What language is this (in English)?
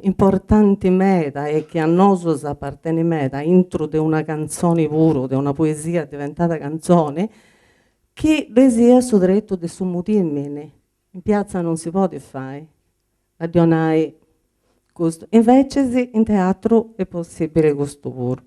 Sardinian